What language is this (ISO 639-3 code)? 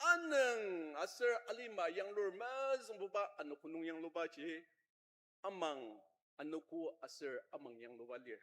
njo